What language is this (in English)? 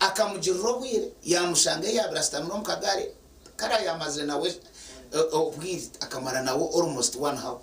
Nyankole